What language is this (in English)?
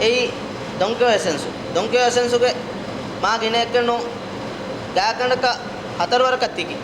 Divehi